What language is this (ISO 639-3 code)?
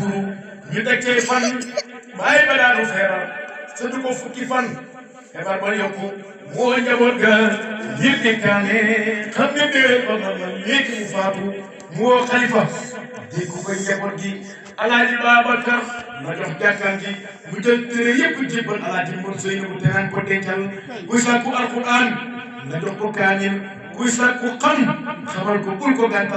wol